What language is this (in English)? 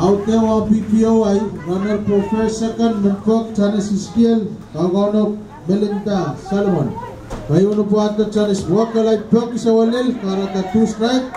Pohnpeian